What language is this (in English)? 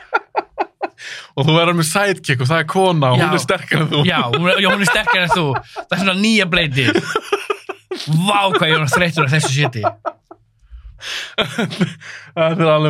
Icelandic